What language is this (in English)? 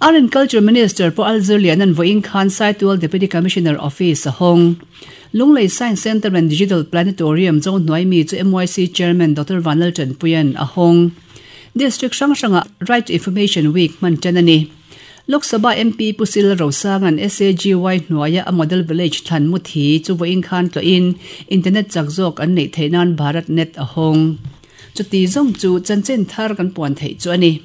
Mizo